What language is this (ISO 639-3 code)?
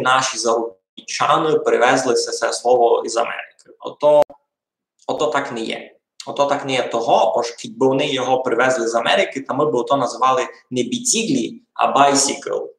rue